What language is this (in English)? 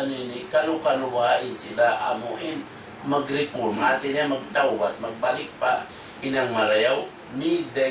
Tausug